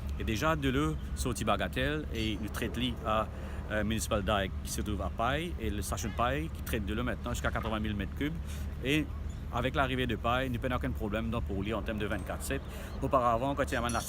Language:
Morisyen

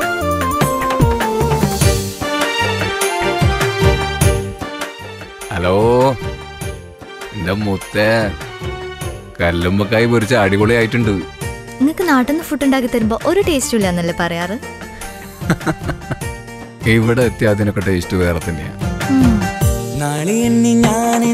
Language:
Malayalam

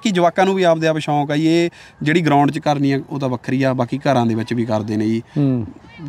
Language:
Punjabi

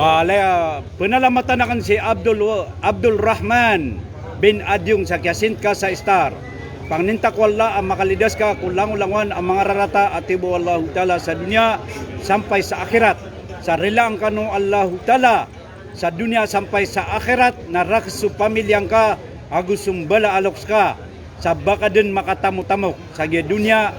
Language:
Maranao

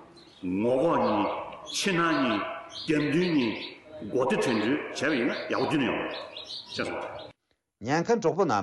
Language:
Tibetan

